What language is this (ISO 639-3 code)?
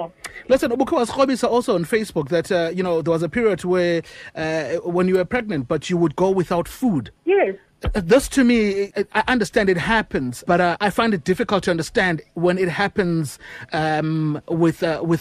xho